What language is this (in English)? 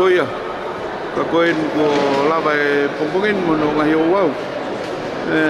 Tongan